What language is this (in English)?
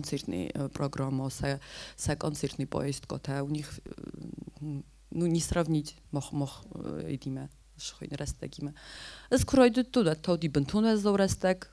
Ossetic